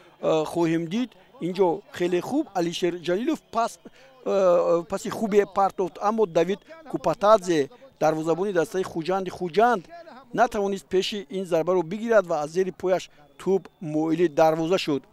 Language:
Tajik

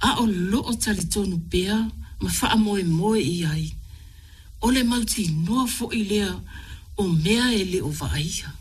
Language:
Samoan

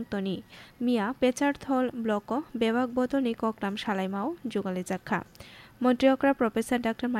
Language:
Kok Borok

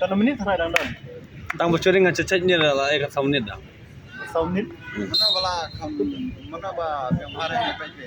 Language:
Khasi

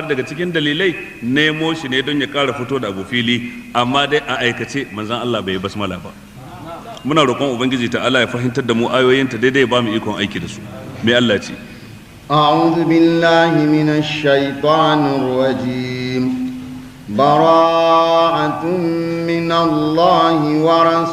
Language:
Hausa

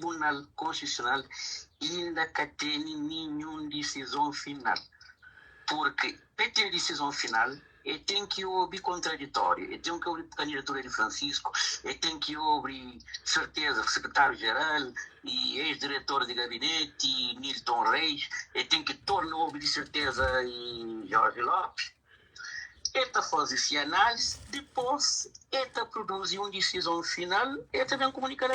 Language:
Kabuverdianu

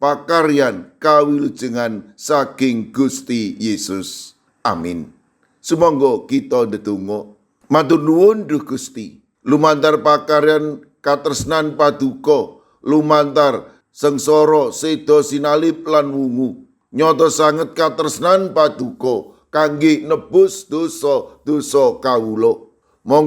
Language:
Javanese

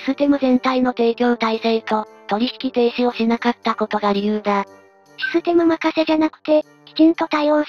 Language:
Japanese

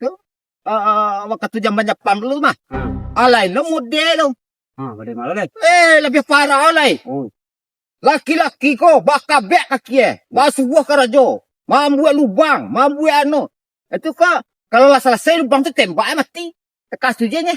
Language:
Minangkabau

